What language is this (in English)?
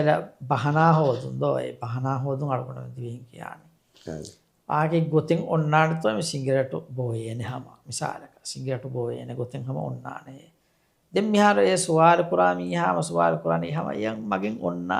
Divehi